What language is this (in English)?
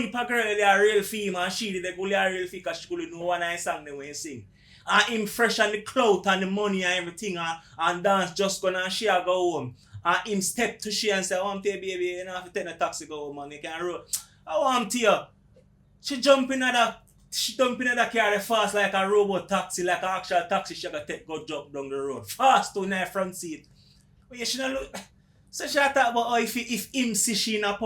Jamaican Creole English